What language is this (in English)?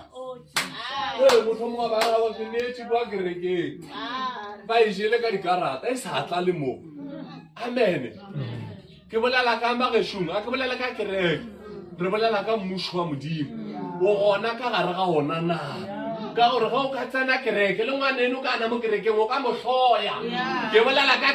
Northern Sotho